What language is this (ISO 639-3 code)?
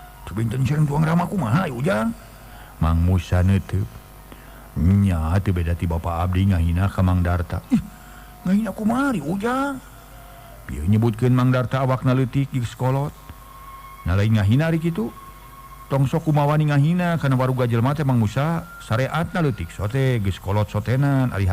sun